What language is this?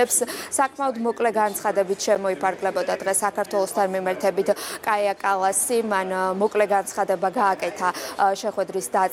Georgian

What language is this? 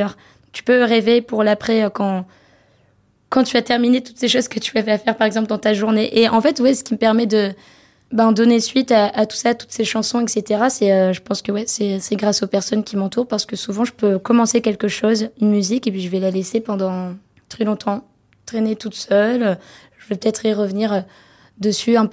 French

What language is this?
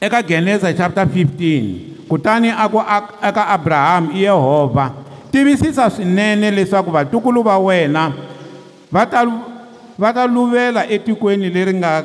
Tsonga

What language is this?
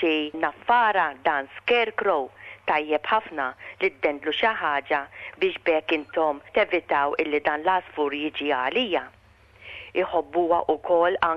Maltese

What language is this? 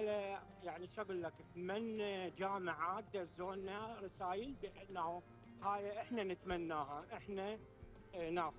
Mesopotamian Arabic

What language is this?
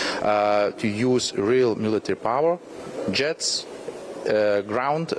English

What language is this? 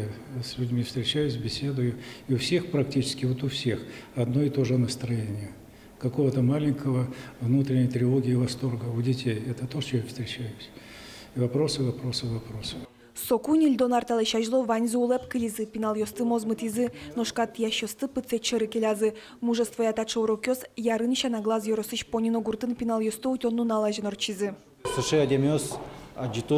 Udmurt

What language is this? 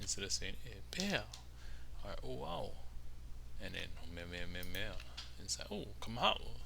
Hawaiian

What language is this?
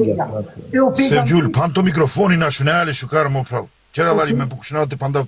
Balkan Romani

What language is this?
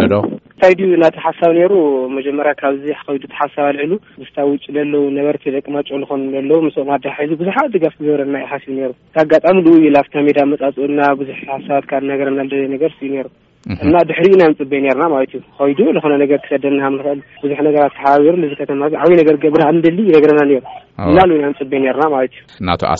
Tigrinya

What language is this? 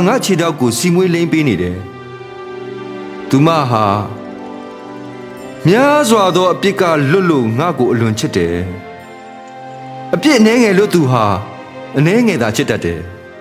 Burmese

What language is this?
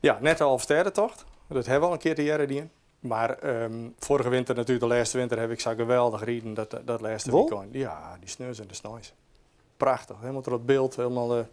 Western Frisian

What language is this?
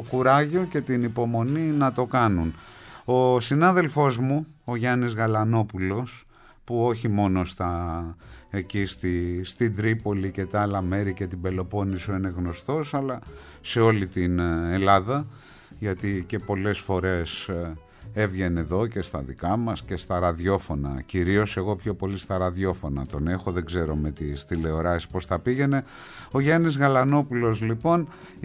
Greek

